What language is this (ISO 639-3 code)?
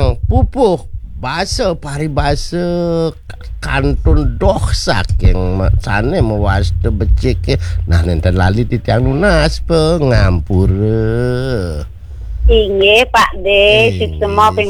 ban